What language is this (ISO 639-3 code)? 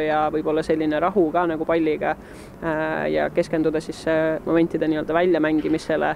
est